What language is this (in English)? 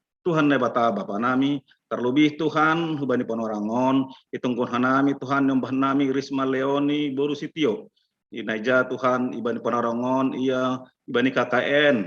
Batak Simalungun